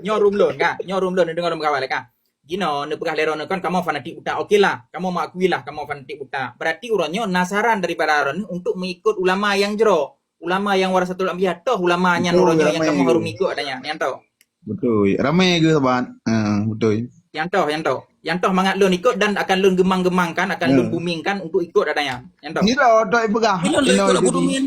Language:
Achinese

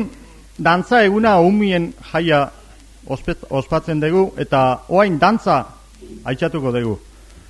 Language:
Basque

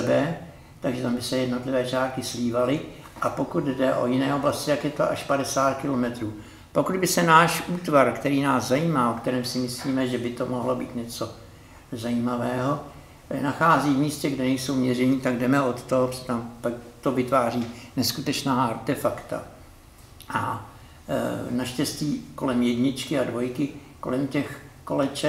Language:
Czech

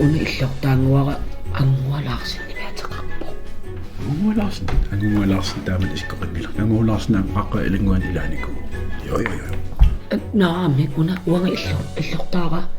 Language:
Kalaallisut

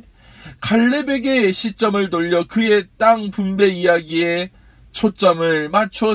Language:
Korean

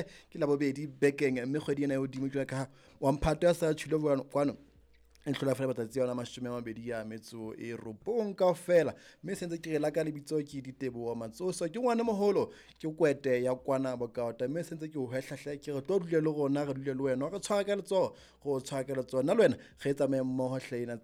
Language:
Southern Sotho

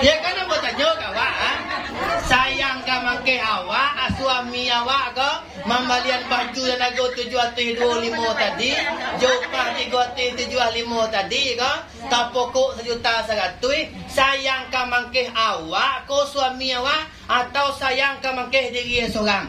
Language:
Minangkabau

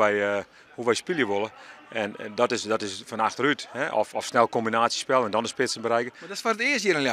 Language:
Western Frisian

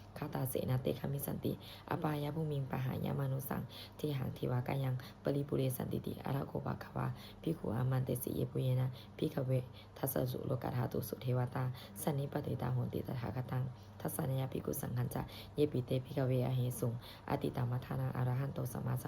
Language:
Pali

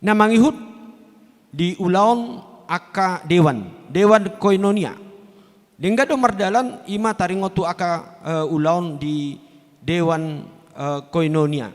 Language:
Batak Toba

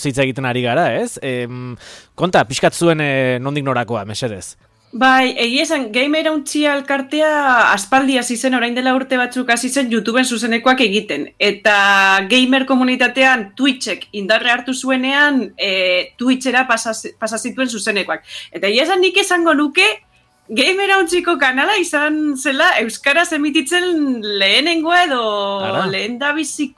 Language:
Basque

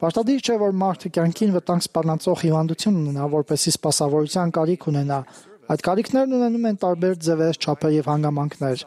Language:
Armenian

